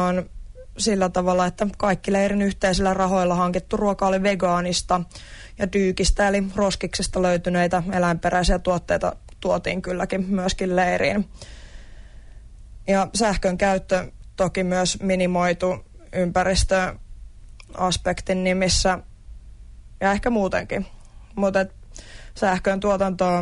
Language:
Finnish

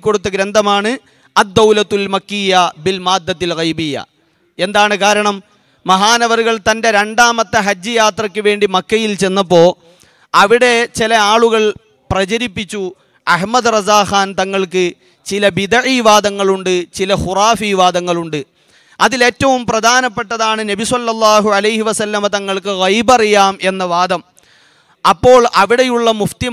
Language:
Malayalam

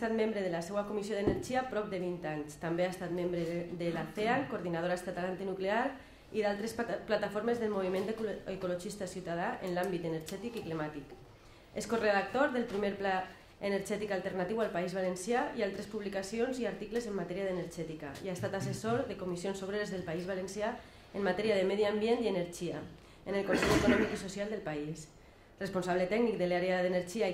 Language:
Catalan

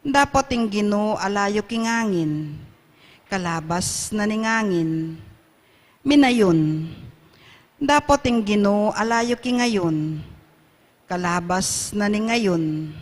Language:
Pampanga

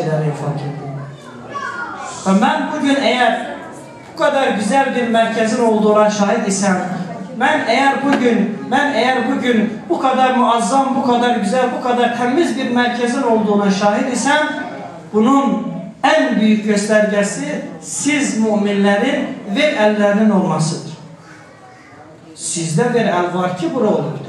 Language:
Turkish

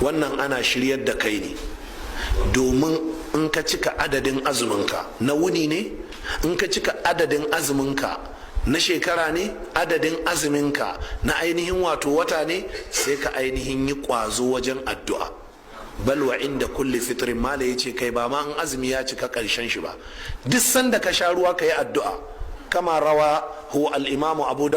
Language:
Hausa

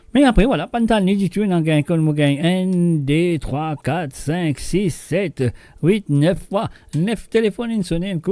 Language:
Morisyen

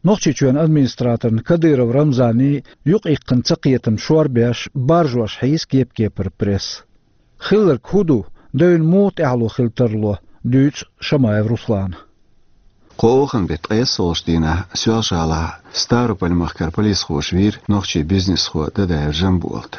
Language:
Chechen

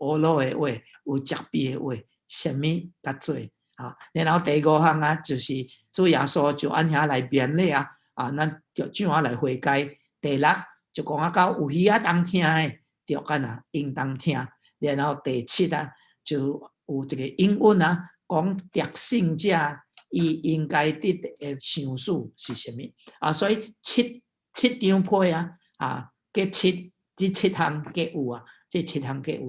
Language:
Min Nan Chinese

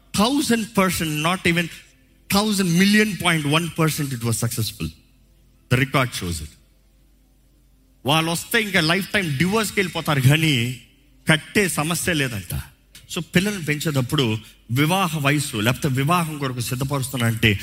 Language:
Telugu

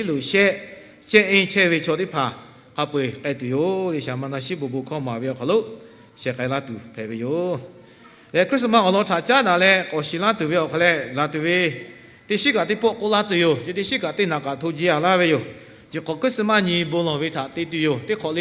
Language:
Lahu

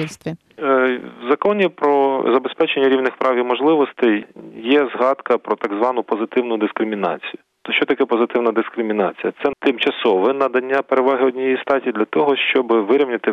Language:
Ukrainian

